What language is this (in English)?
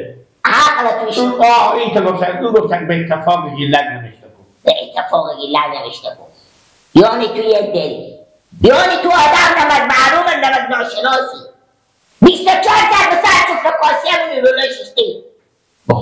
Hazaragi